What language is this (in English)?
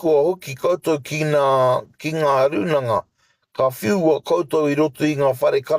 Māori